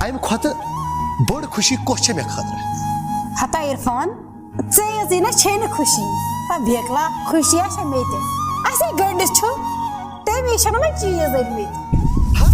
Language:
Kashmiri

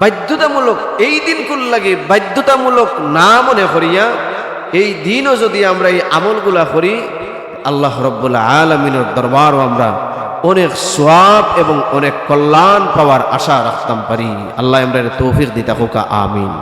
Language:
Sylheti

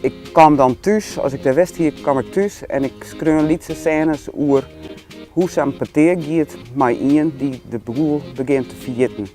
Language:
Western Frisian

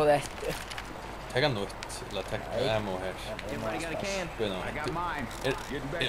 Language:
Faroese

